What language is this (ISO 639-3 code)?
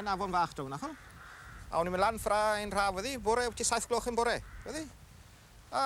cym